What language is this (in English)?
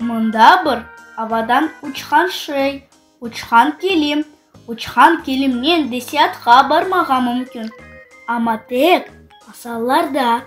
Crimean Tatar